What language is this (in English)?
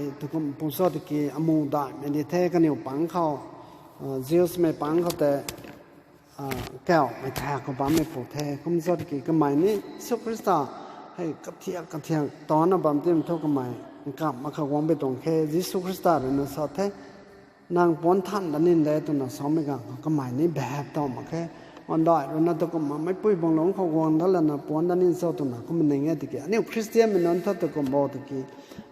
Rongmei Naga